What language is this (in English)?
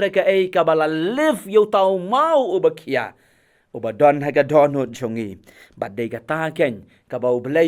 Khasi